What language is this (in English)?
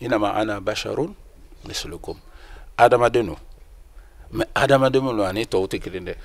Bambara